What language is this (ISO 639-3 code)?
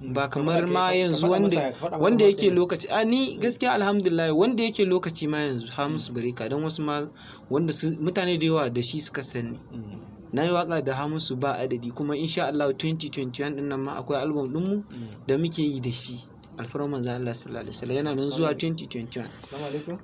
hau